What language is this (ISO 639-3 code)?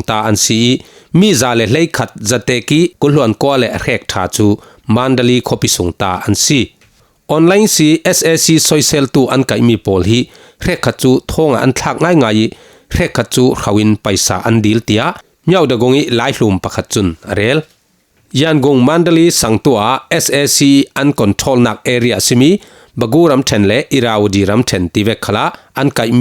cfm